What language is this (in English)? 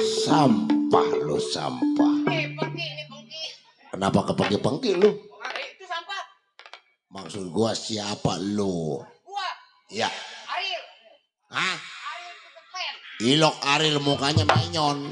Betawi